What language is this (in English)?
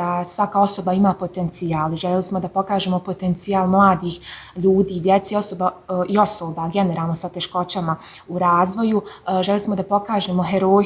Bosnian